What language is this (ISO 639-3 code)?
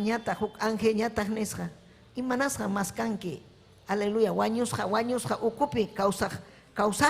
quy